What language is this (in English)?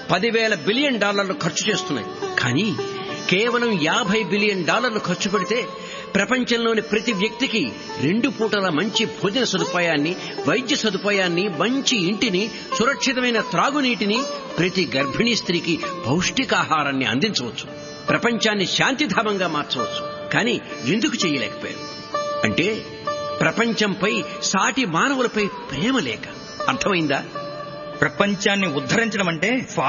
Telugu